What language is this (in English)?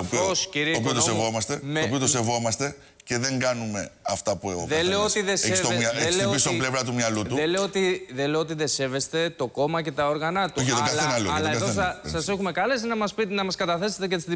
Greek